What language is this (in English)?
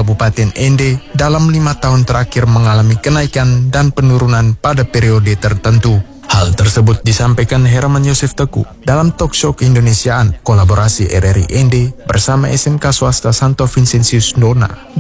Indonesian